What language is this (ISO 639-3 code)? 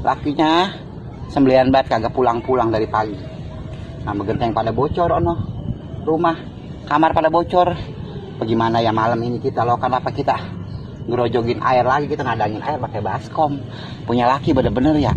bew